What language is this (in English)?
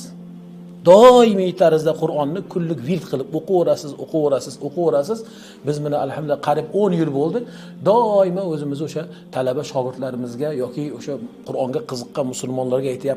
Uzbek